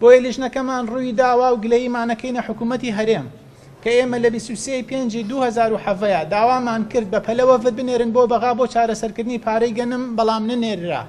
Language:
Central Kurdish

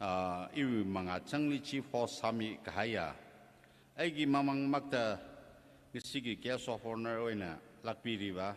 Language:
Tangkhul Naga (India)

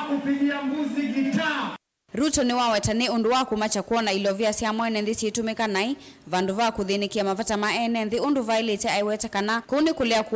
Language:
Kamba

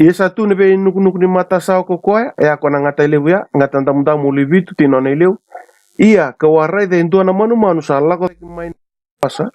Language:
Fijian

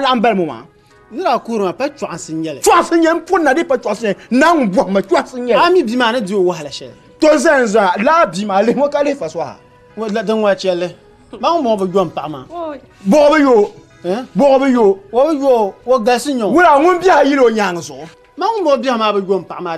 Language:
Dagbani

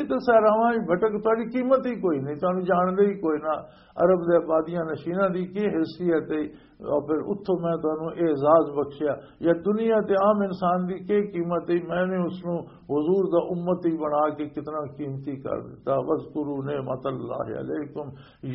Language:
Western Panjabi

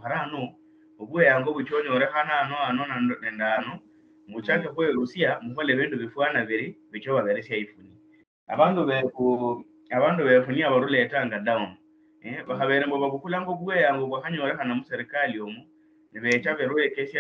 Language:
Luyia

